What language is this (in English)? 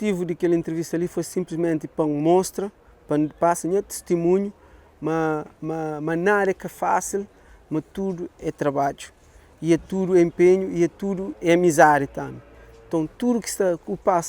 Kabuverdianu